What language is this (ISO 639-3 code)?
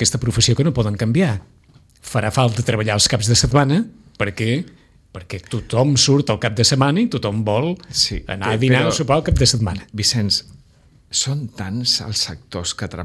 cat